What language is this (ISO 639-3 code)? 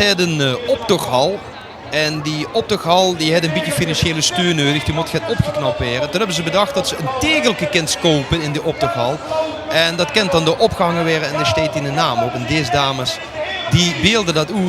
lim